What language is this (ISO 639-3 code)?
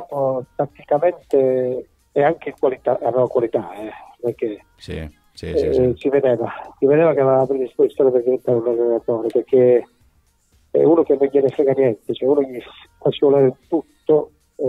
ita